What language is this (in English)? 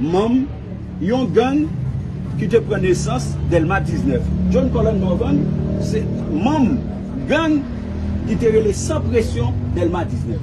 Haitian Creole